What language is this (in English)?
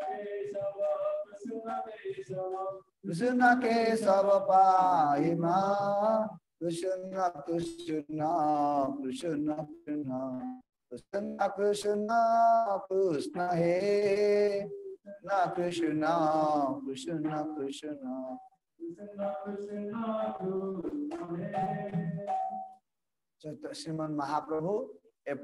Odia